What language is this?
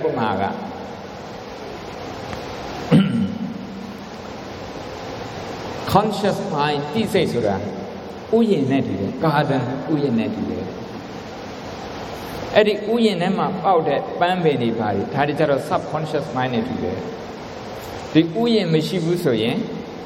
Burmese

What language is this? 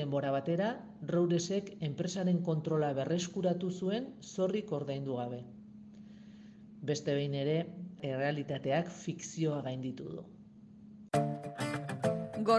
Basque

